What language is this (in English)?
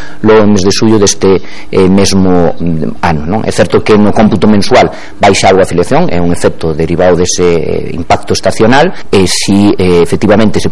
Galician